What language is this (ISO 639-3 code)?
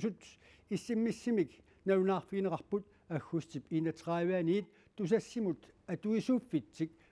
kal